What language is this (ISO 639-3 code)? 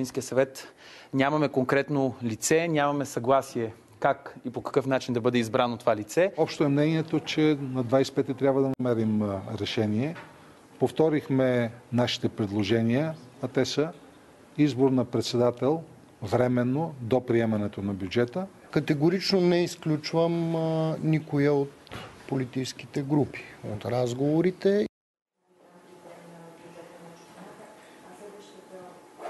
bul